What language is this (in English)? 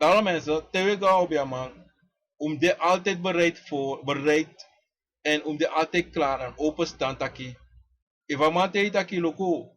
Sranan Tongo